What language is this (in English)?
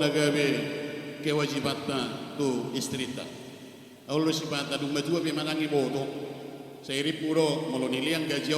Batak Toba